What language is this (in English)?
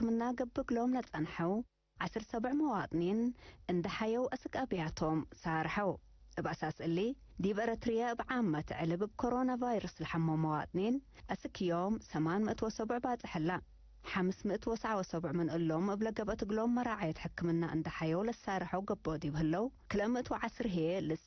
Tigre